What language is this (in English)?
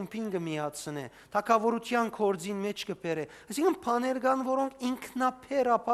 Western Armenian